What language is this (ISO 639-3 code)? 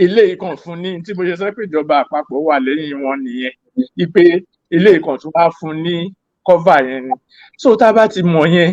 yor